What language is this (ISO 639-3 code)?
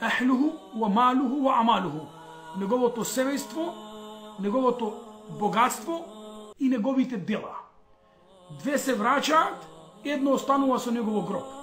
mkd